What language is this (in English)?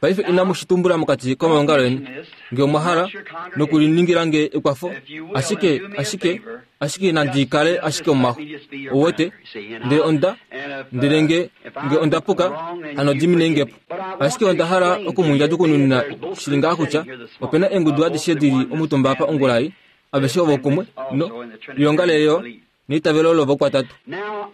Kuanyama